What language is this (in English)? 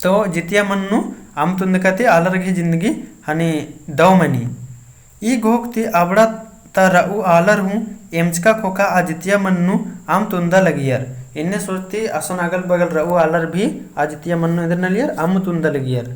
Kurukh